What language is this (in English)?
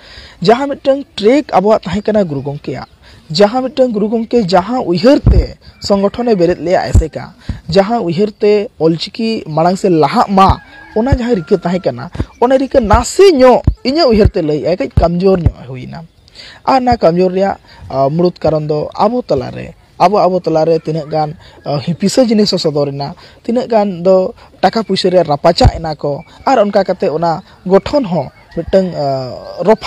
Santali